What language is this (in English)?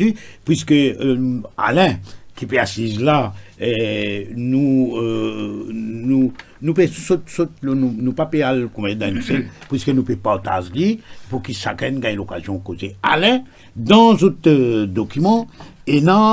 Morisyen